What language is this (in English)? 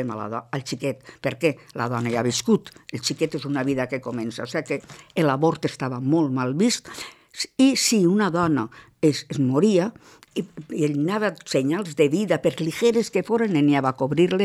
Catalan